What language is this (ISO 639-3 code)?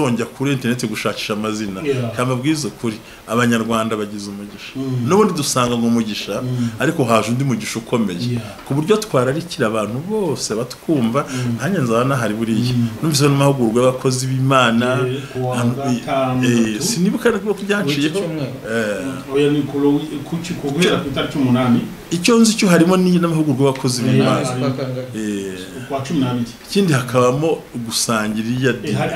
kin